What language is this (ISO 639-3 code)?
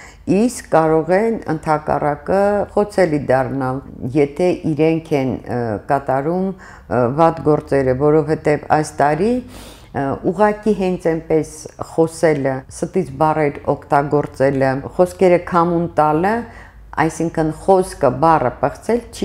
hye